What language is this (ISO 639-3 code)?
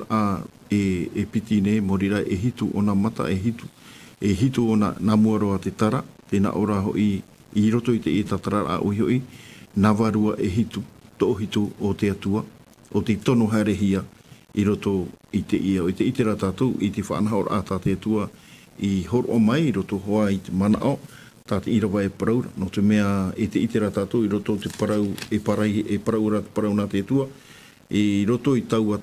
tah